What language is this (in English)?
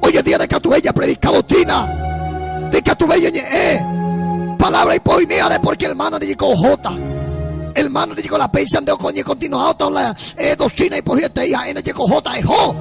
Guarani